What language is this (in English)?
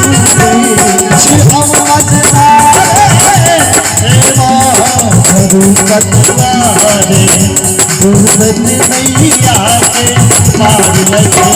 Maithili